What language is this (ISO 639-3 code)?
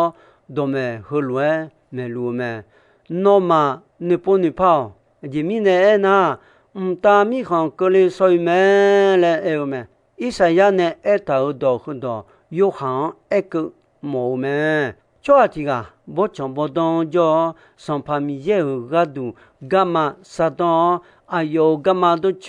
ahk